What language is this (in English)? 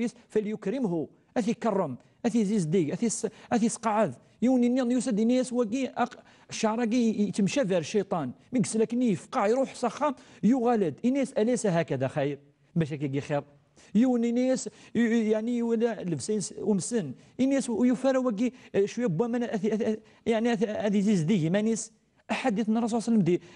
Kabyle